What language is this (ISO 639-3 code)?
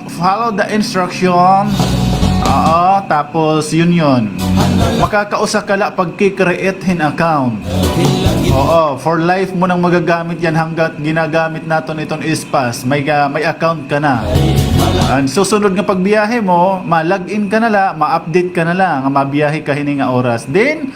war